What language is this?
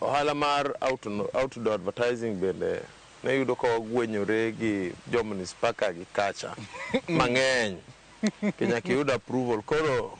Luo (Kenya and Tanzania)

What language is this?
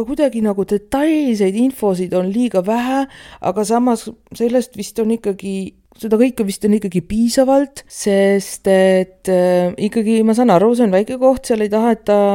Estonian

